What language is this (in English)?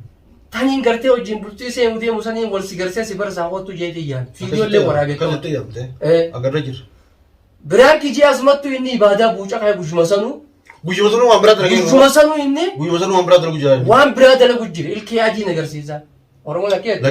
Oromo